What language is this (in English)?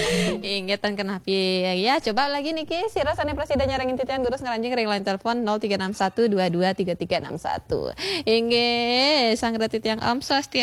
Balinese